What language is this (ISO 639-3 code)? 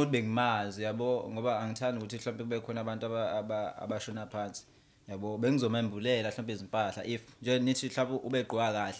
zul